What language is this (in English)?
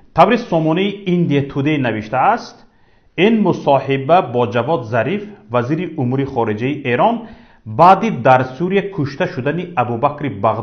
Tajik